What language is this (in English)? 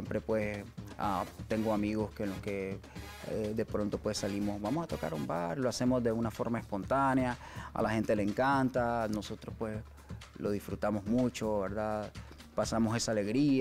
Spanish